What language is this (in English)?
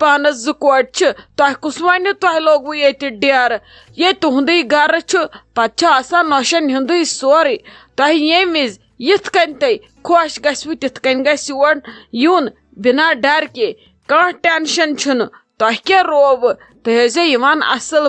Kashmiri